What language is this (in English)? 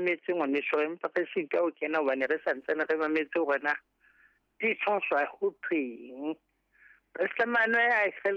Southern Sotho